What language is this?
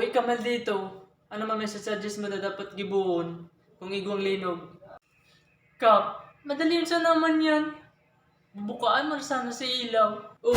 Bikol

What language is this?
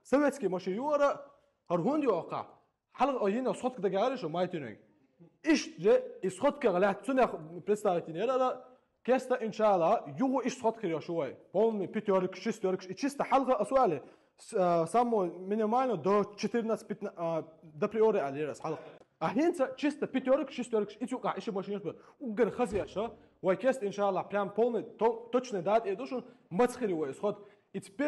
Chechen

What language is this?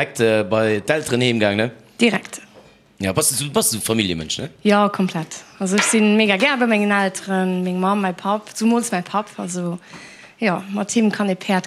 Luxembourgish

